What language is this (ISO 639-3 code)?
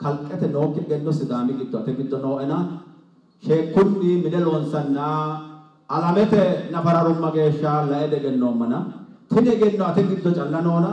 sid